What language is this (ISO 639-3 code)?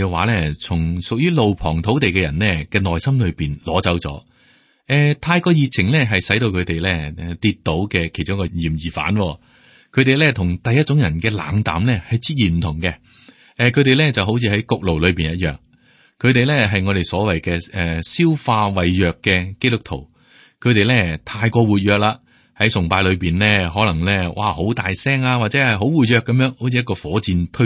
yue